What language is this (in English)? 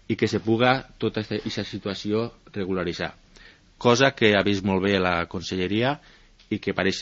Catalan